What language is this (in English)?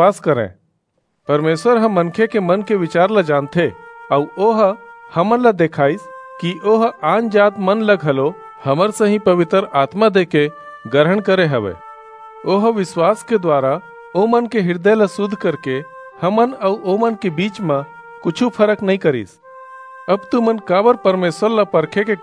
Chhattisgarhi